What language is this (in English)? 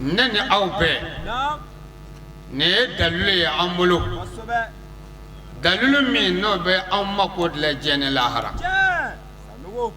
Bambara